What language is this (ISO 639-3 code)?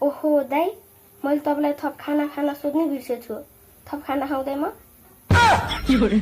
nep